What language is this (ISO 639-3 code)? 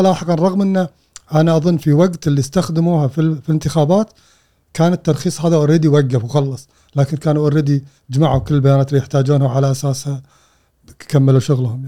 afb